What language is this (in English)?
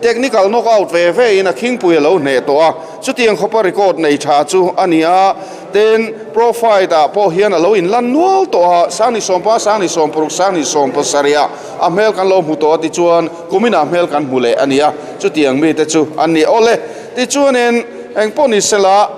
Mizo